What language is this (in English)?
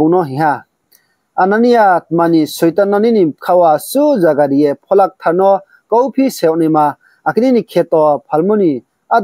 Riang (India)